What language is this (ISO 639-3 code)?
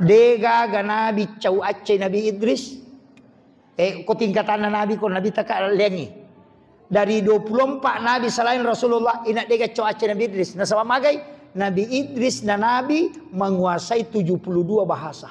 bug